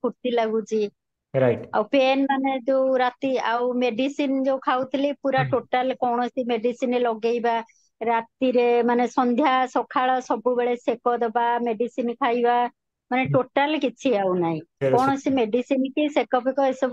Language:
Odia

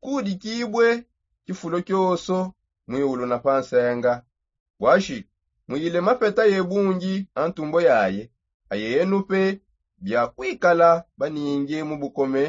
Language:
Songe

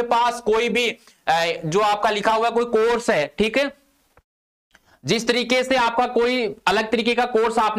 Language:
Hindi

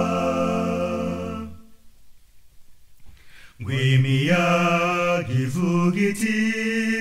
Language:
Kinyarwanda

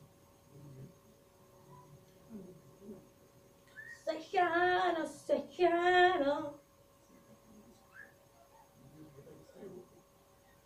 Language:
Greek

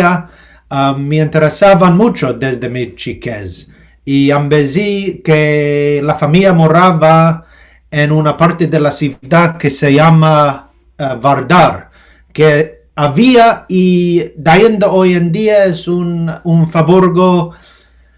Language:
Ladino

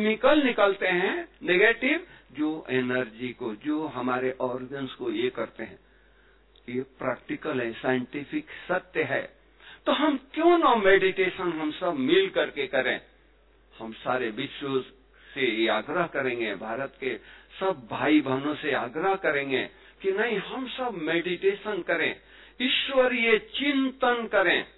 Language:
Hindi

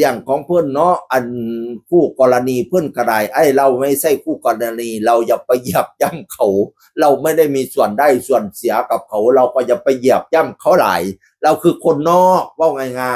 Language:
Northeastern Thai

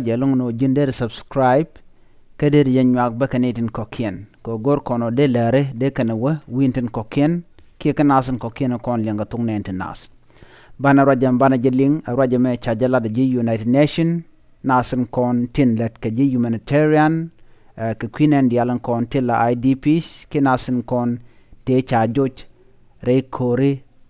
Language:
Nuer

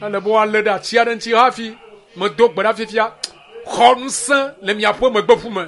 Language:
Ewe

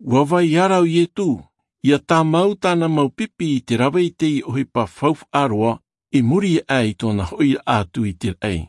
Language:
Tahitian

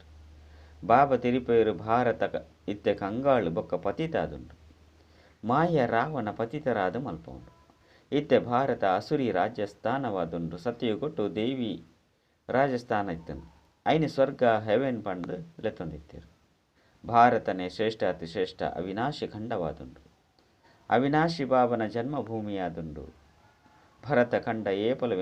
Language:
Tulu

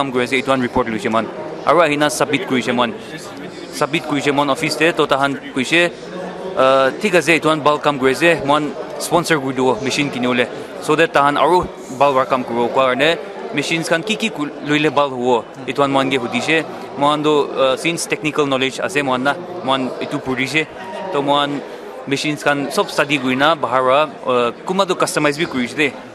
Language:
Naga Pidgin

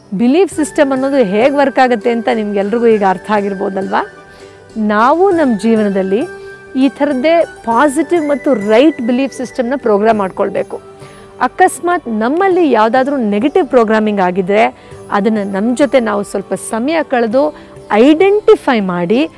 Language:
Kannada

